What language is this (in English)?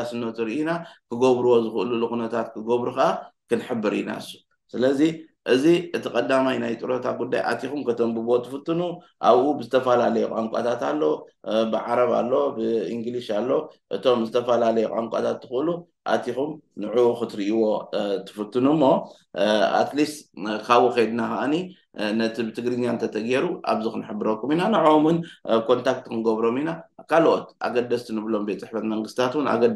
Tigrinya